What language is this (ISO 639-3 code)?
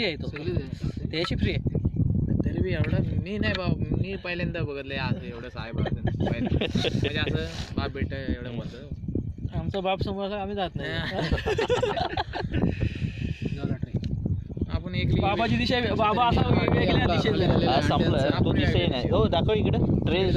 mar